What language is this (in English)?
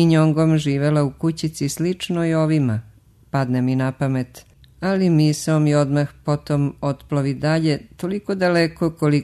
Serbian